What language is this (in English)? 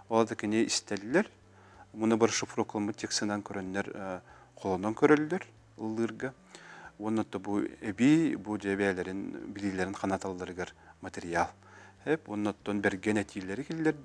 Yakut